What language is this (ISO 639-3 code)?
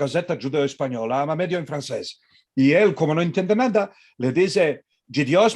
lad